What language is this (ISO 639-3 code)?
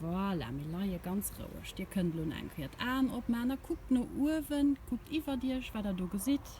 ltz